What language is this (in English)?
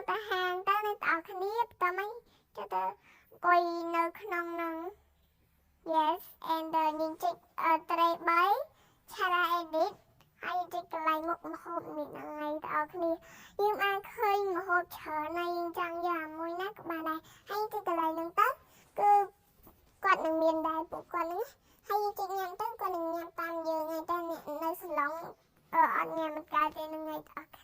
Khmer